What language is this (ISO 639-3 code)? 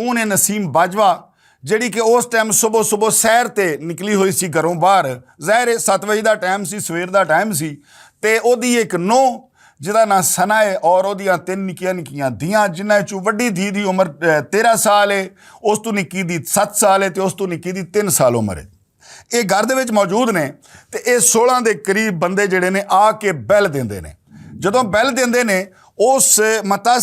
lah